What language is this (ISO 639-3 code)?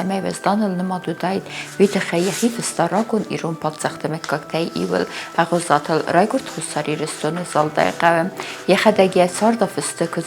oss